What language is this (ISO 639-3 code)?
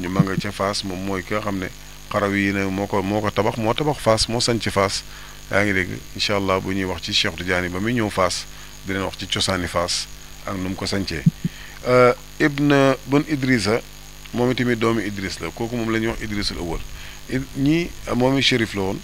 wol